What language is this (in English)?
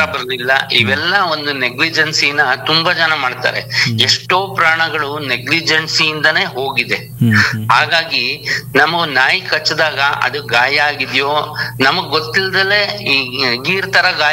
Kannada